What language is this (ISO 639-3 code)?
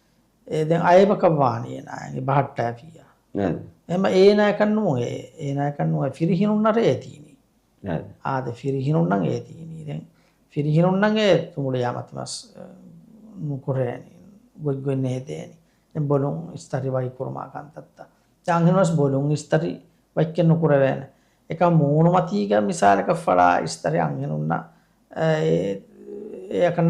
div